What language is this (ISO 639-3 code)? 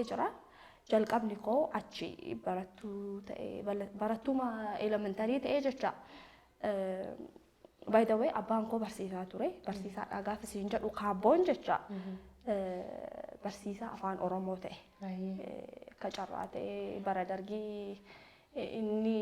orm